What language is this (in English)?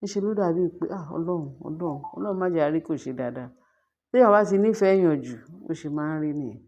Yoruba